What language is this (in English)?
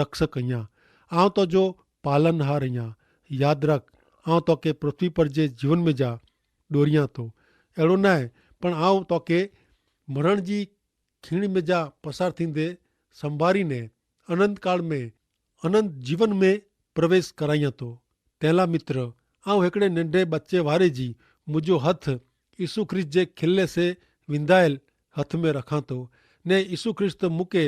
Kachhi